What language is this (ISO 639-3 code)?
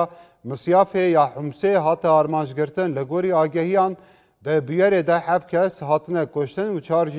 kur